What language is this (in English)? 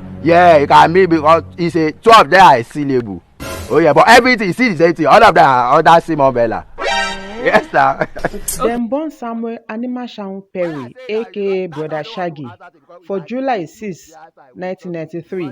Nigerian Pidgin